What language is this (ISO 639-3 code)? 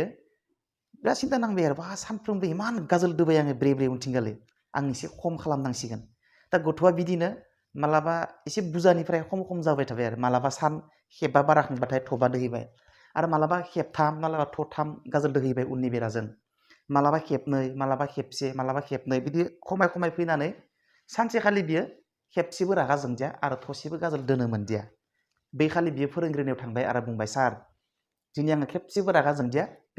brx